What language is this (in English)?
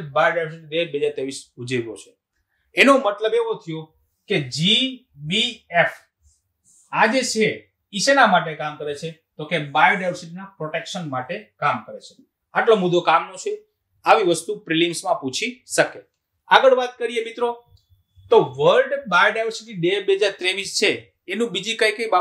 Gujarati